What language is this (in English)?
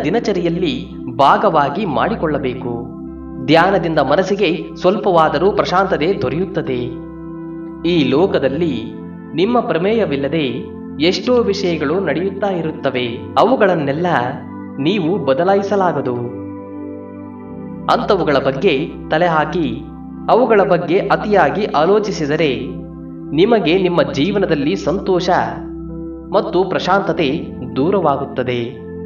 Kannada